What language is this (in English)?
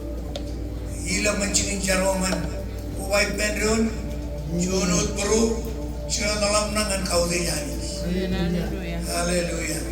Marshallese